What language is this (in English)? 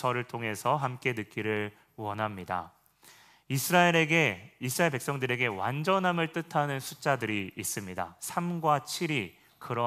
Korean